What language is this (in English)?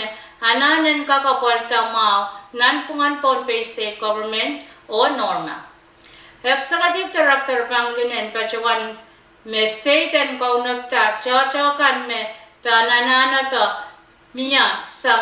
Pohnpeian